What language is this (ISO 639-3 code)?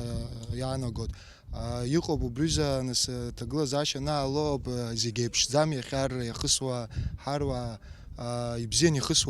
abk